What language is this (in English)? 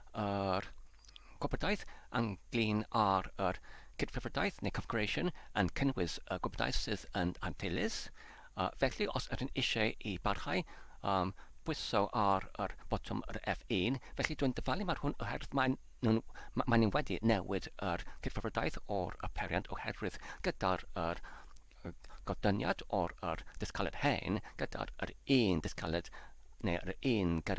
Welsh